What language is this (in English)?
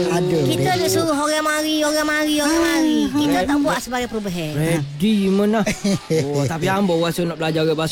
Malay